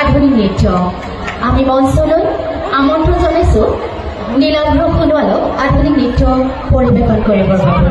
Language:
Assamese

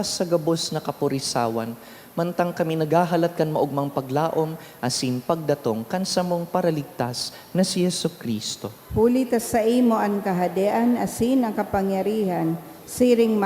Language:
Bikol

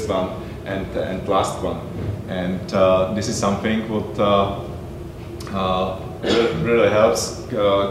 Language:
English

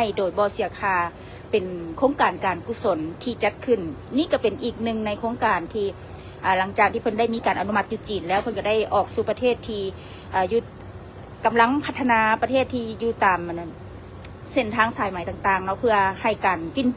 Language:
Lao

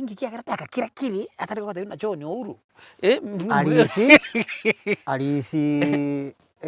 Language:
Gusii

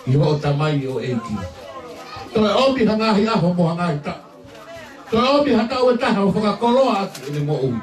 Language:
Tongan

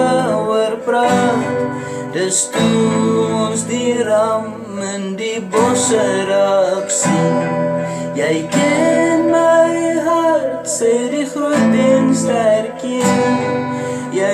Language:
Afrikaans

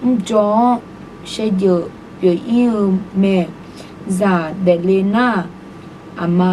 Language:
Akha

